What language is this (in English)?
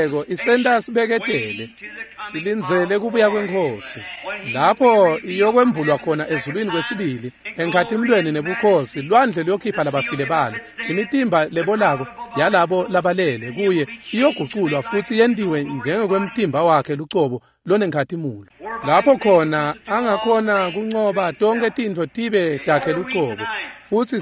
Swati